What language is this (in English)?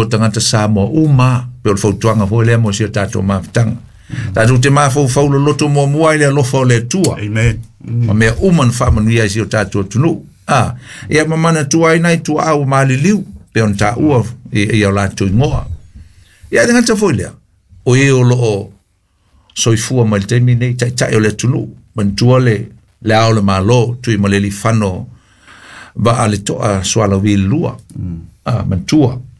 Samoan